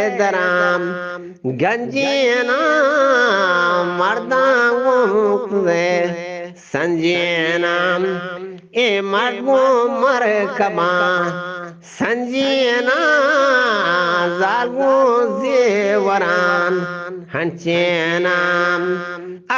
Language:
Eastern Balochi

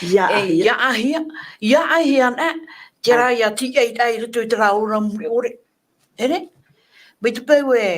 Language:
Tahitian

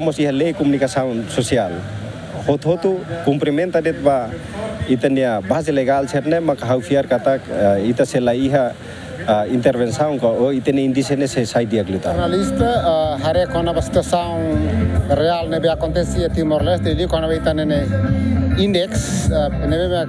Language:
Tetum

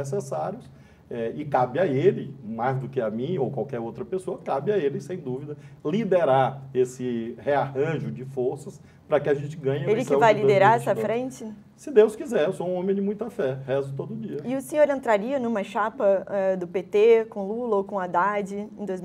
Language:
Portuguese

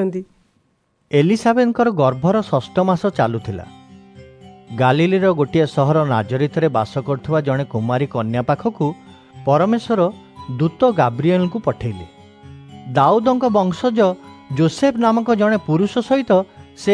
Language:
Odia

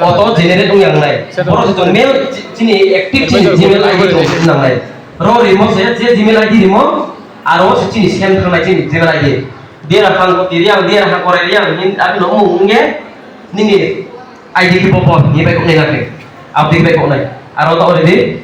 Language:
Riang (India)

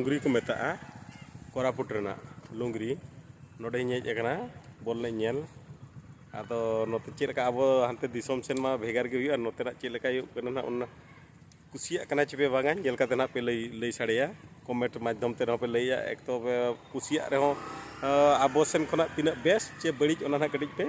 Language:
Santali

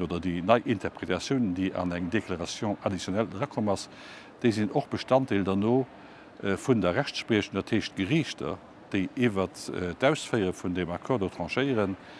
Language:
Luxembourgish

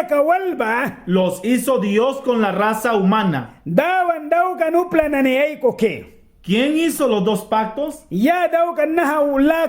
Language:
Mískito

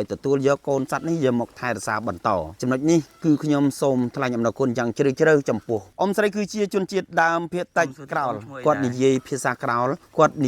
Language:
Khmer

